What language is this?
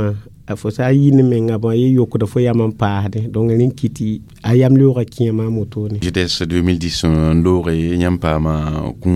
Mossi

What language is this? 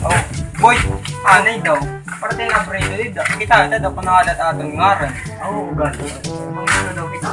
Waray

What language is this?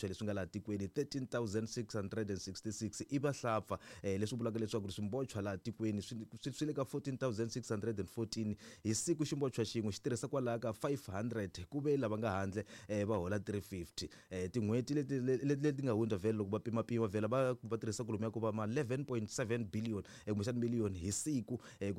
Tsonga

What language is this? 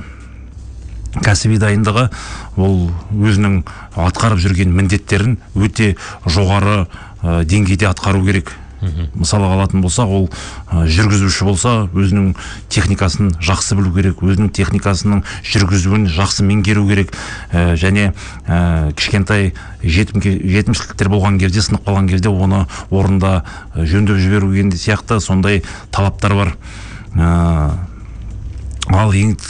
Kazakh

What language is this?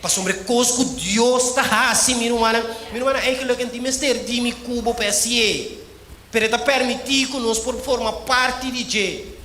Papiamento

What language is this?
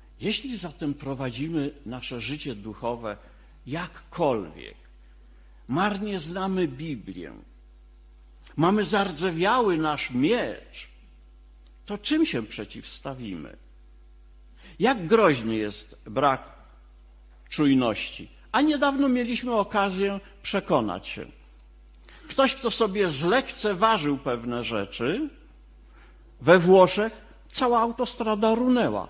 Polish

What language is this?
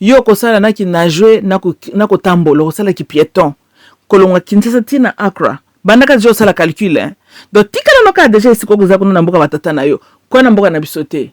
Lingala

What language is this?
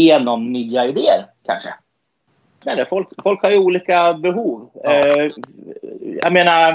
Swedish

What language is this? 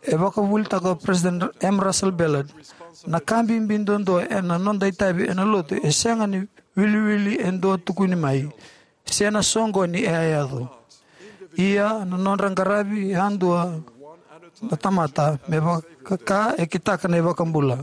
Fijian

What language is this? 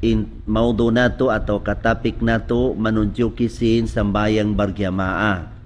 Tausug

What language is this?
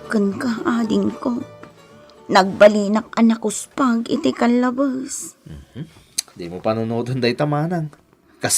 Iloko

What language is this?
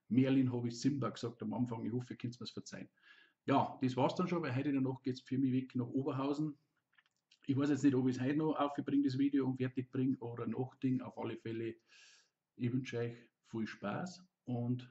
Bavarian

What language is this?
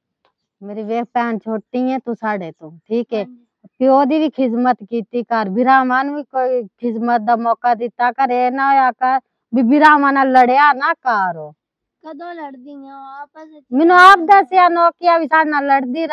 Punjabi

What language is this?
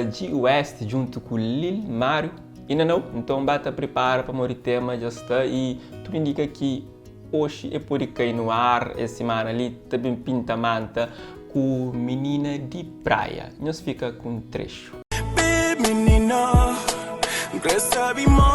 Kabuverdianu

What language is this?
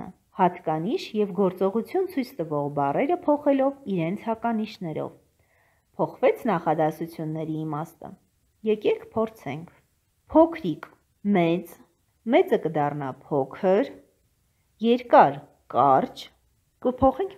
Armenian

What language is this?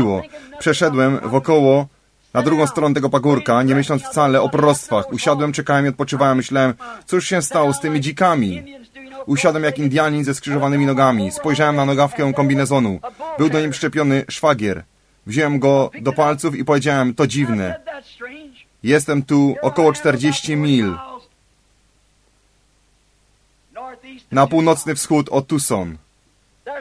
Polish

